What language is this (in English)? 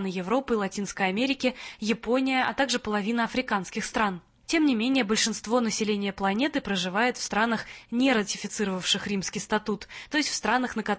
Russian